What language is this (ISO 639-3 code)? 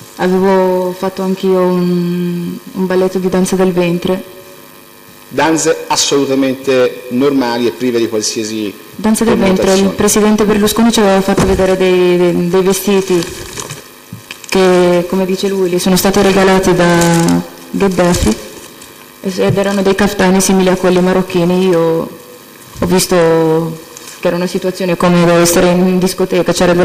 ita